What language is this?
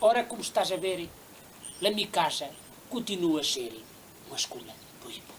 Mirandese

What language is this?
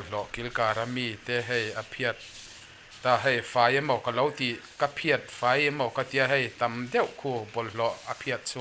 Mizo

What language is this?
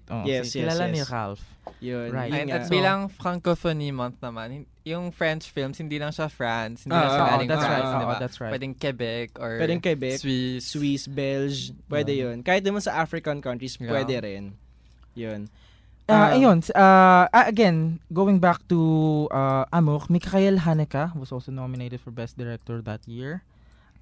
Filipino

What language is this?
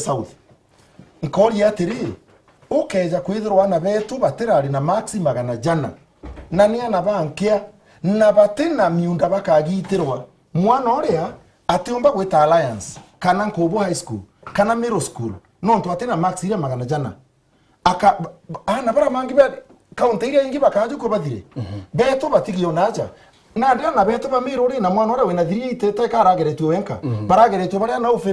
Meru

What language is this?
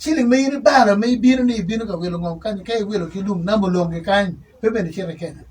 Acoli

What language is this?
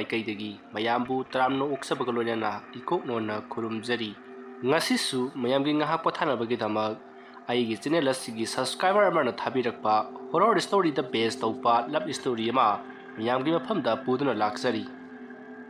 Manipuri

